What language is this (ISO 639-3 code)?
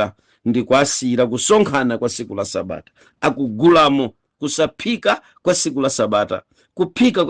nya